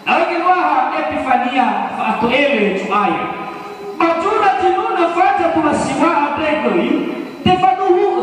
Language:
Nias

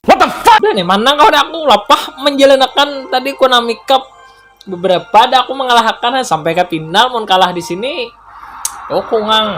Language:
Banjar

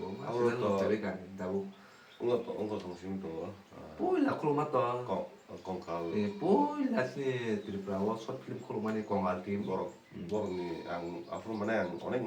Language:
Kok Borok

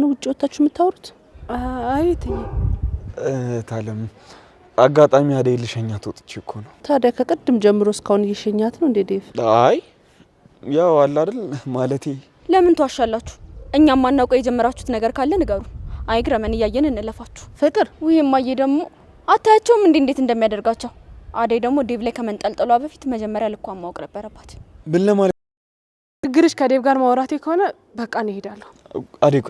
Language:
Amharic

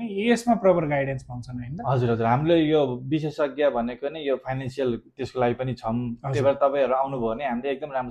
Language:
Nepali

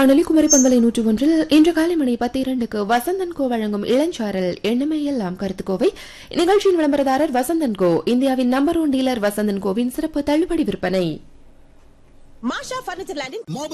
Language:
Tamil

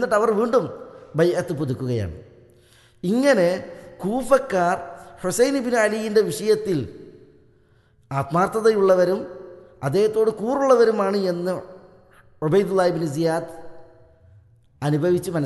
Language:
Malayalam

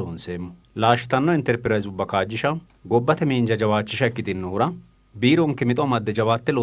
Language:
Sidamo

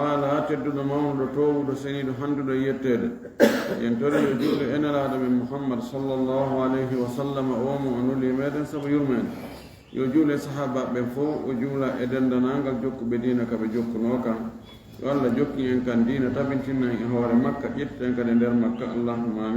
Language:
Fula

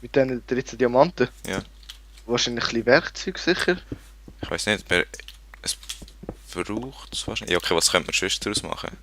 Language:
Swiss German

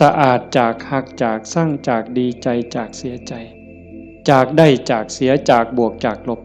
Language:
Northeastern Thai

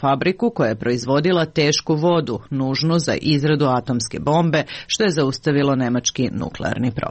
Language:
Serbian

